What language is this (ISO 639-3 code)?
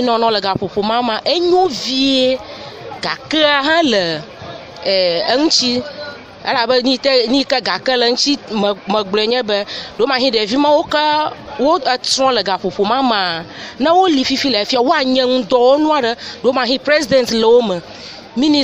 ewe